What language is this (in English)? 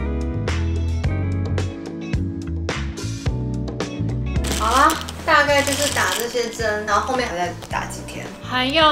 Chinese